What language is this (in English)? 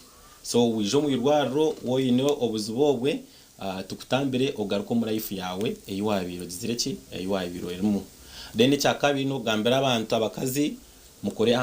Nyankole